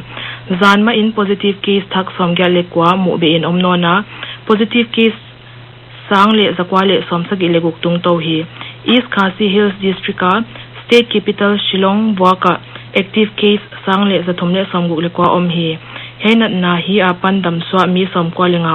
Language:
Paite Chin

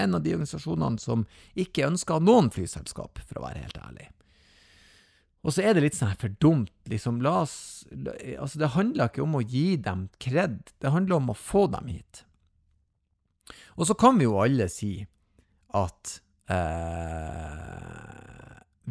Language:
Norwegian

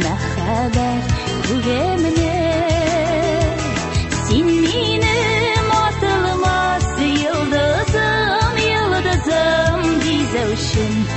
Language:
Tatar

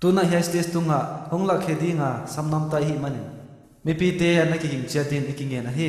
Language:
Paite Chin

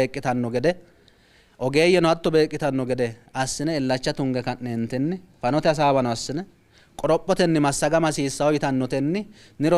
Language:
Sidamo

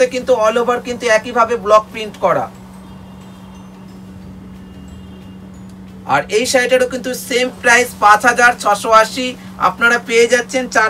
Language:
Bangla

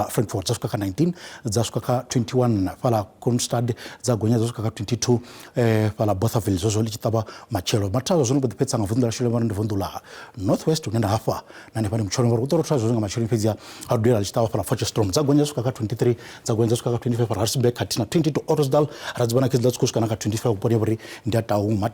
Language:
Venda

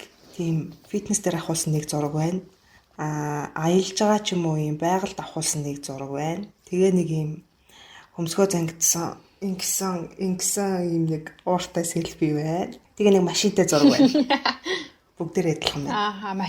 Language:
Mongolian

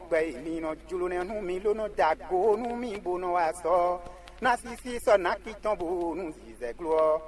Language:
Fon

